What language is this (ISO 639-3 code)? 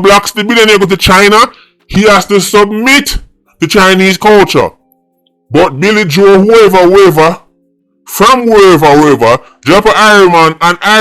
jam